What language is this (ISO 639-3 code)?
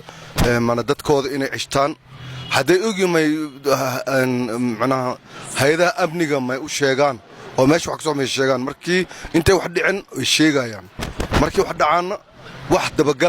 som